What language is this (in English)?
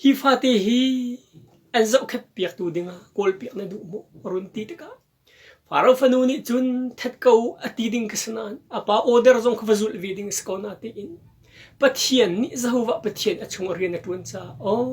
Hakha Chin